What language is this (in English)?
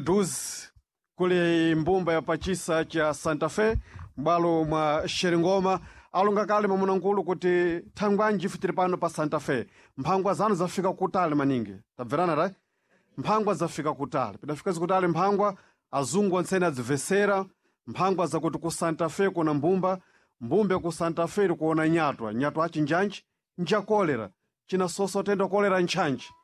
Sena